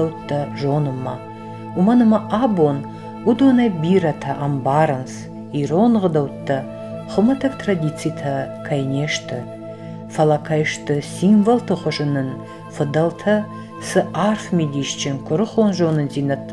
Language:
Ossetic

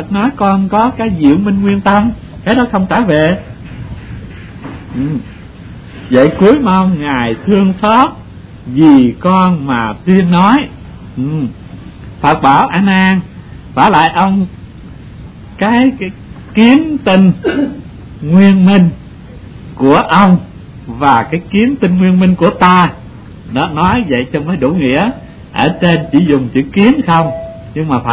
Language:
Vietnamese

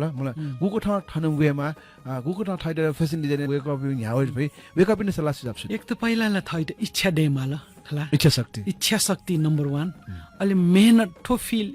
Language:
Newari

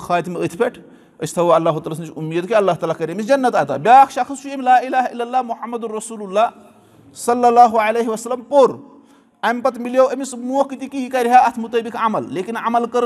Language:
Kashmiri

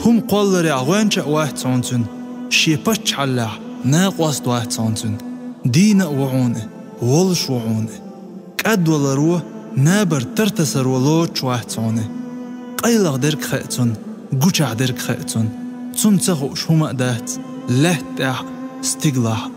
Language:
Chechen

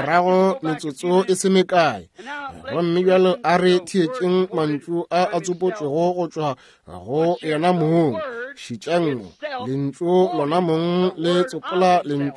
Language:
Northern Sotho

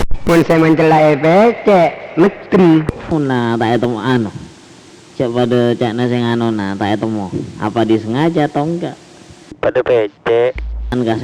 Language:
Madurese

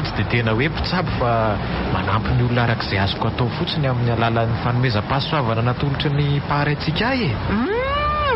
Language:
Malagasy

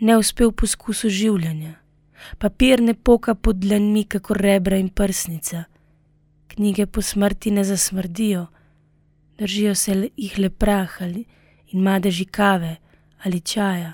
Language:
Slovenian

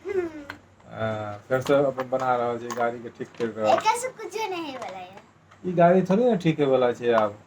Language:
Maithili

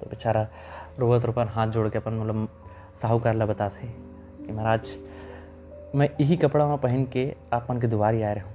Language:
Chhattisgarhi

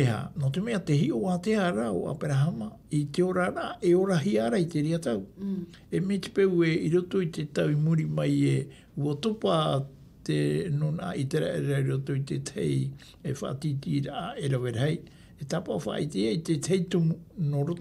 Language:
Tahitian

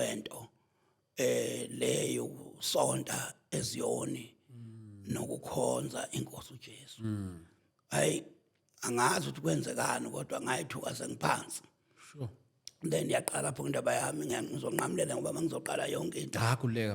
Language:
Zulu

